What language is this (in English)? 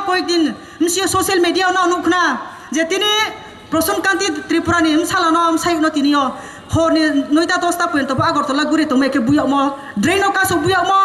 Kok Borok